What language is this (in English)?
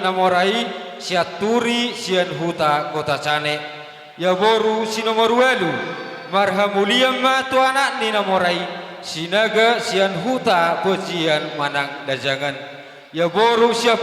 Batak Toba